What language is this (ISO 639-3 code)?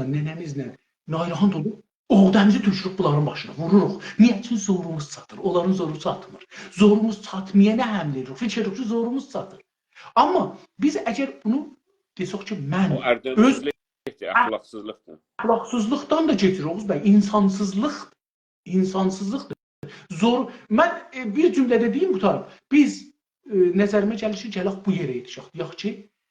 azb